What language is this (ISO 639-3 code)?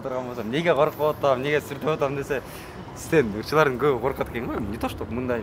kir